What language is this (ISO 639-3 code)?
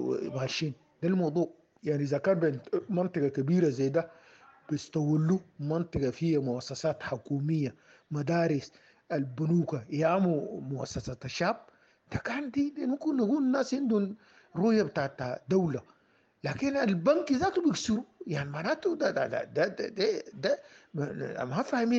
apd